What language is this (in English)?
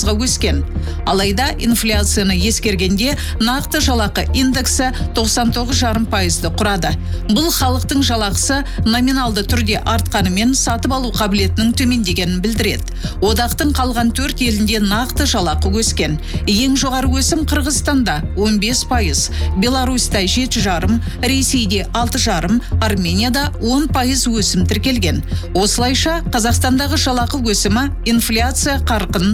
Kazakh